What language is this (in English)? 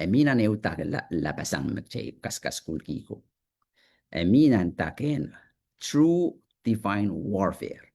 Pohnpeian